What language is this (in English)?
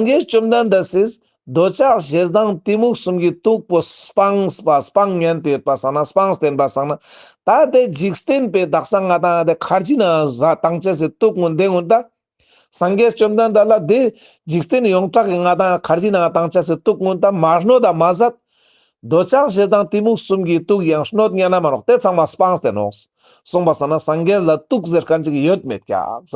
Ladakhi